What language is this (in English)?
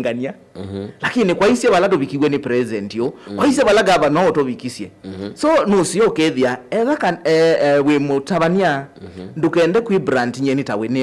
Kamba